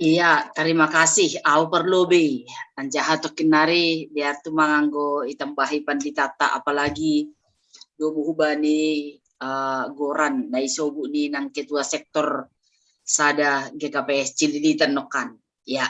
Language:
Batak Simalungun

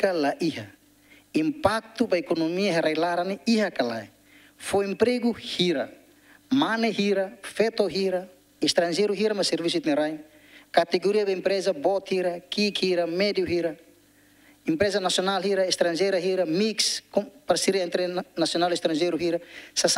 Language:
Tetum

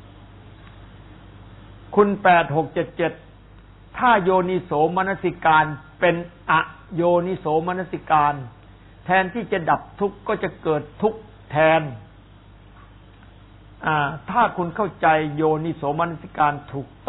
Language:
Thai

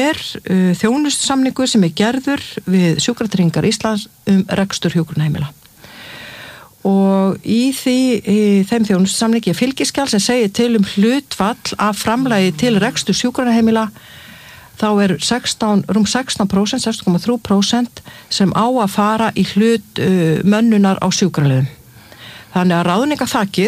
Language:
Icelandic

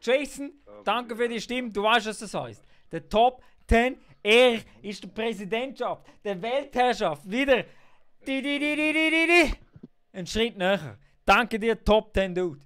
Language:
Swiss German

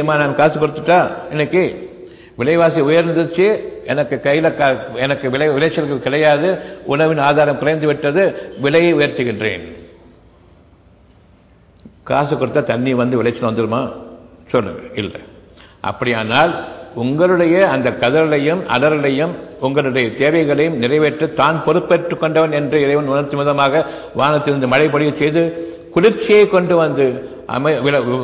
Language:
Tamil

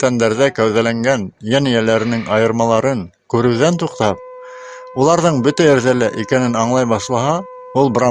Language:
Bashkir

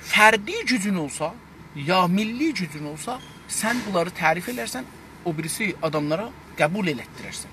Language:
South Azerbaijani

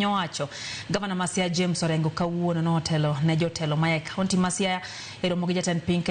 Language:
Luo (Kenya and Tanzania)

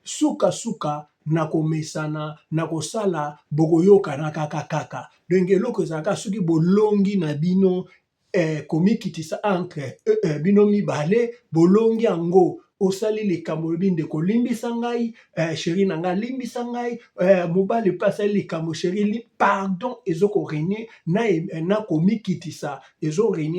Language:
Lingala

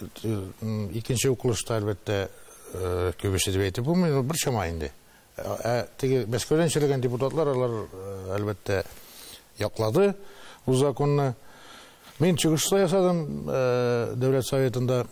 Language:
Tatar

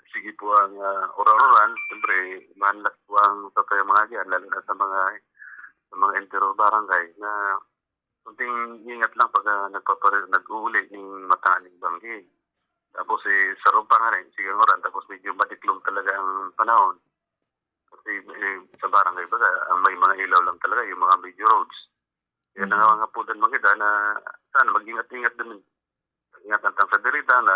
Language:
Bikol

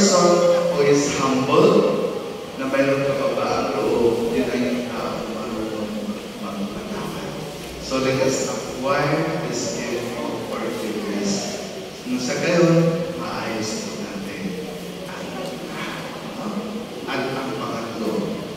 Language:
Filipino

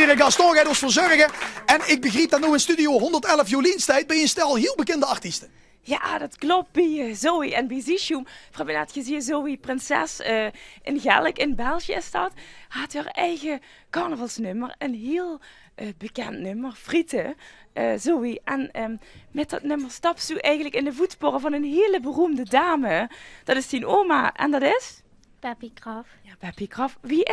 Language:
Limburgish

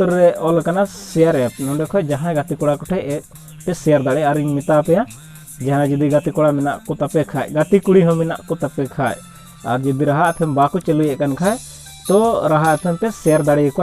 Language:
Santali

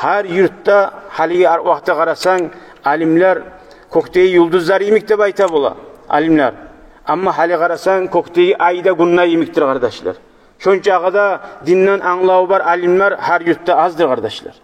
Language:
Kumyk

